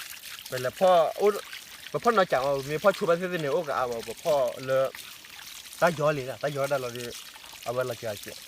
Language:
S'gaw Karen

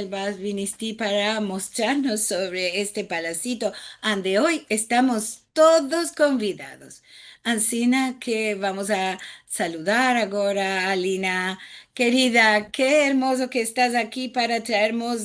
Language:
Ladino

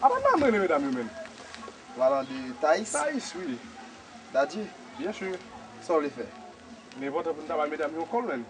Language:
Haitian Creole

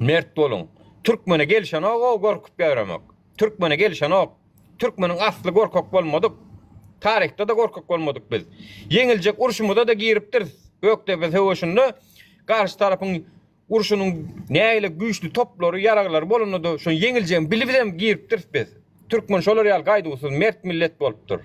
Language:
Turkmen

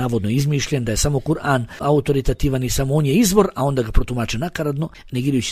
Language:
Bosnian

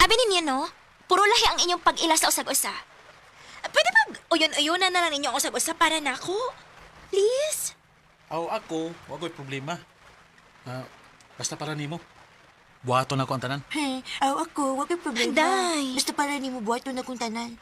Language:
Cebuano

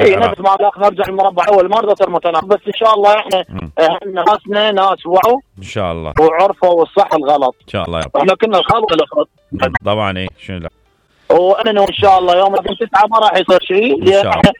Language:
Mesopotamian Arabic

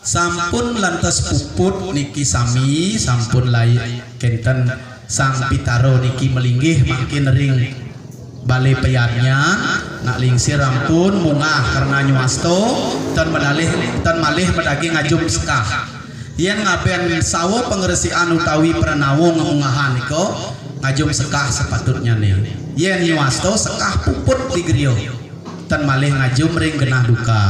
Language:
Balinese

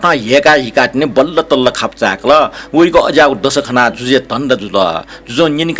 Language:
Newari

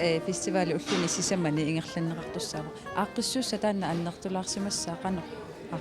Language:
Kalaallisut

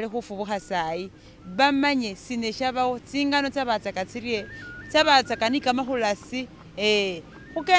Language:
Masaaba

